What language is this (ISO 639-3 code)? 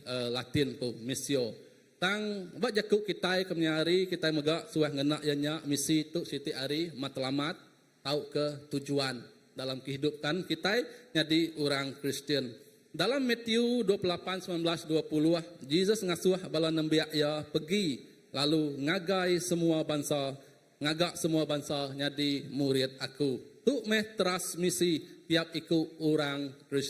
iba